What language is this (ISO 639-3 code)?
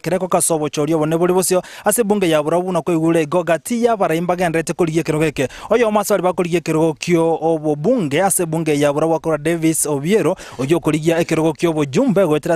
guz